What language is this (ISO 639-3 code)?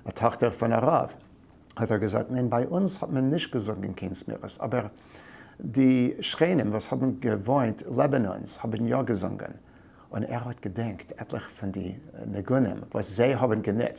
yid